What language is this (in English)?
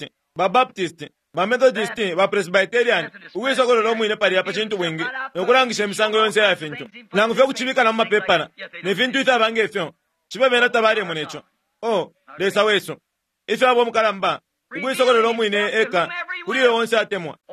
Bemba